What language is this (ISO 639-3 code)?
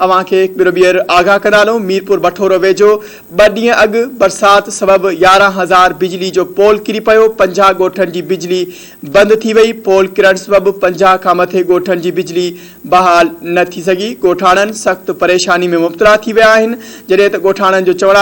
snd